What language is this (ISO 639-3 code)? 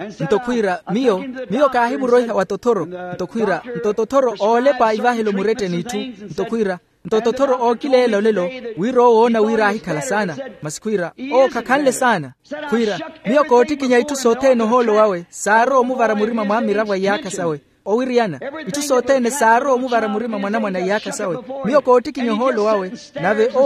vmw